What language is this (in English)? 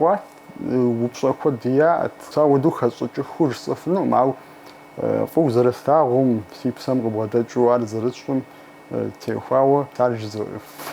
Kabardian